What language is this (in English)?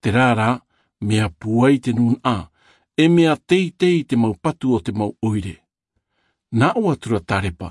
Tahitian